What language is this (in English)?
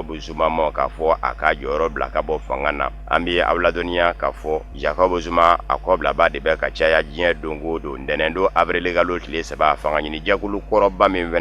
Bambara